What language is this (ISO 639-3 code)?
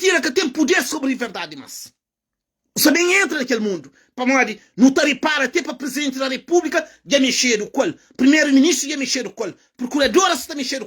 kea